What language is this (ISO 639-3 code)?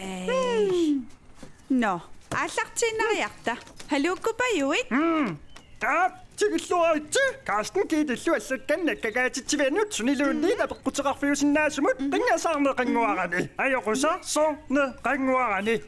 kal